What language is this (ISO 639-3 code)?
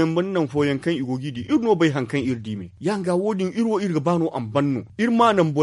dje